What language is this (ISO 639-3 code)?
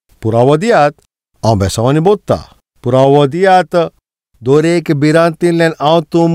kok